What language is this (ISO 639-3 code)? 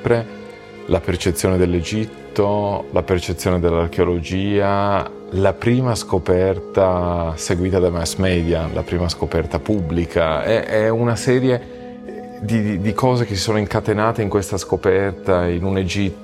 ita